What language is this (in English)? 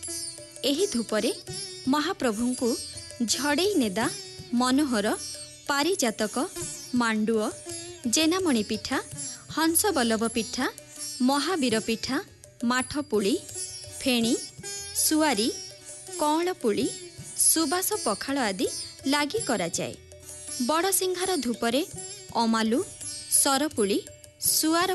Odia